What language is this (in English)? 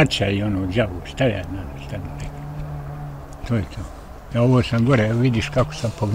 Bosnian